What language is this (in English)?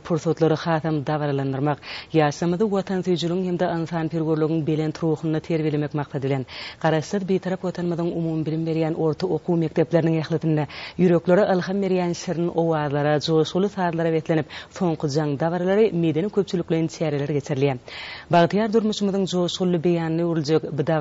Turkmen